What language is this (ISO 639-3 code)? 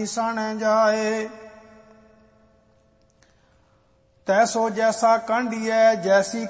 pan